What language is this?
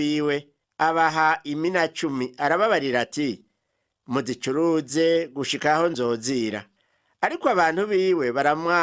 Rundi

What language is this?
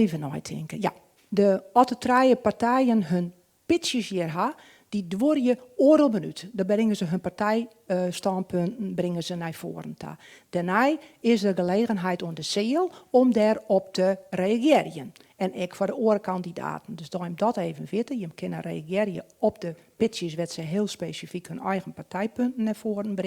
Western Frisian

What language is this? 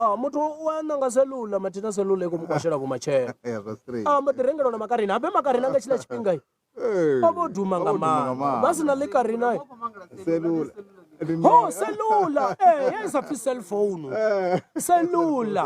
Venda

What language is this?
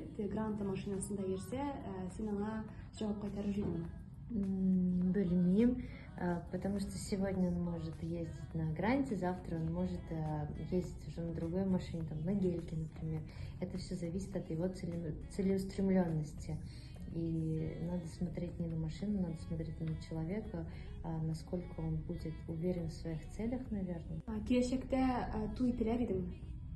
Tatar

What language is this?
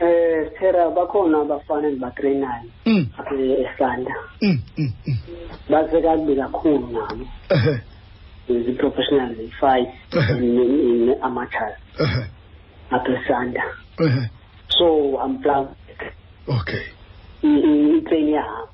Xhosa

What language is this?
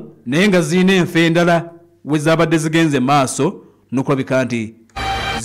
Ganda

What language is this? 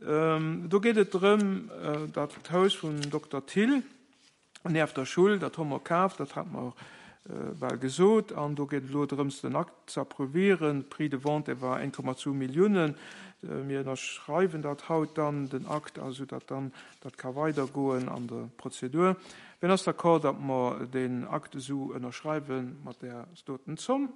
Luxembourgish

